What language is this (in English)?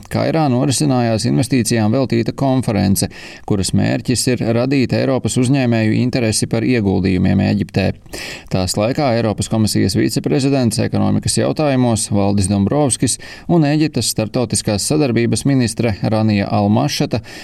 Latvian